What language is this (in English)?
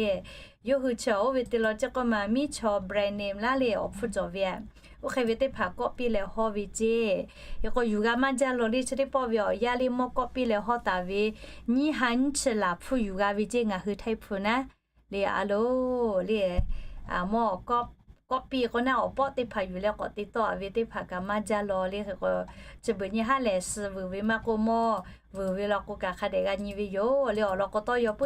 Lahu